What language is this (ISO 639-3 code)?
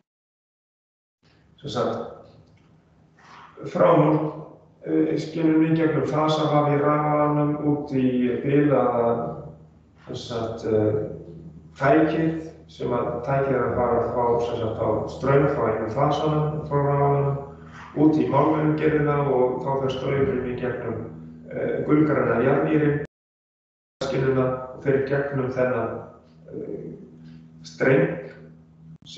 isl